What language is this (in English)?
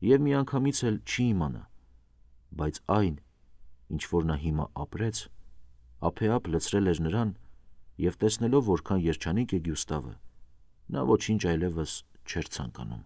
Armenian